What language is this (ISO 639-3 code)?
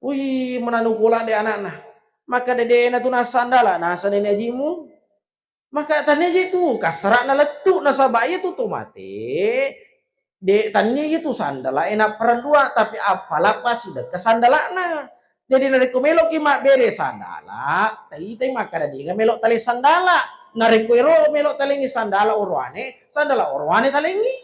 bug